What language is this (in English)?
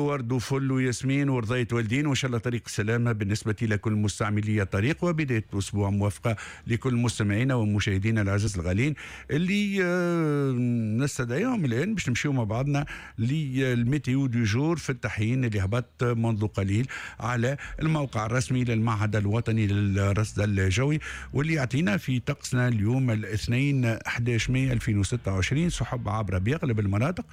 Tunisian Arabic